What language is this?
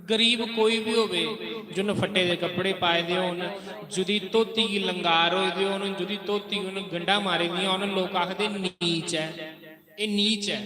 Dogri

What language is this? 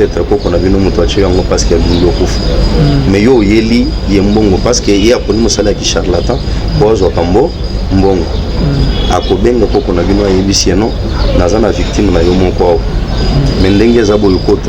Lingala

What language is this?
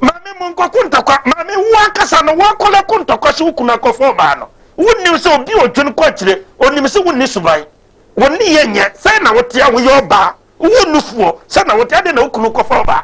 Akan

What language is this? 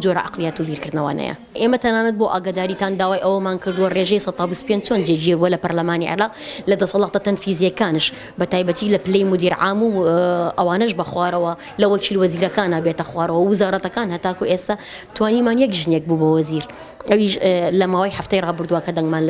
Central Kurdish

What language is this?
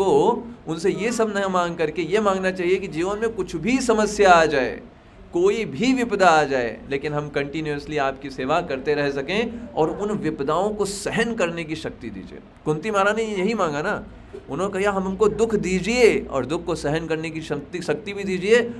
Hindi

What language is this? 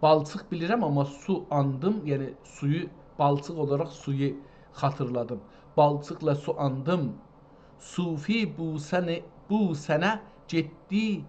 South Azerbaijani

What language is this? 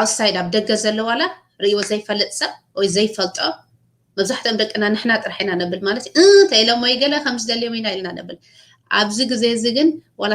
Tigrinya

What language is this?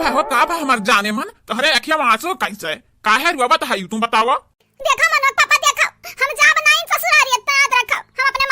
Awadhi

